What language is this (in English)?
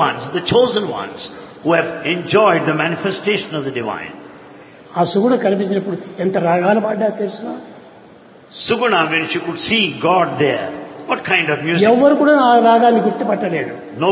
Telugu